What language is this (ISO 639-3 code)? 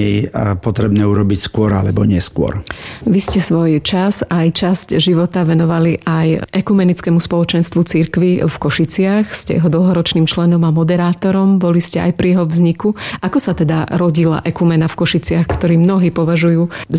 slk